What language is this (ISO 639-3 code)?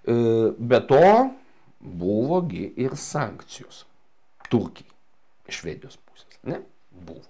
lit